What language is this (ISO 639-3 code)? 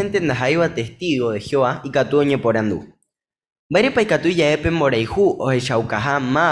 grn